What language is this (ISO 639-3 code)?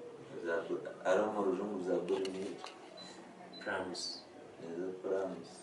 nyn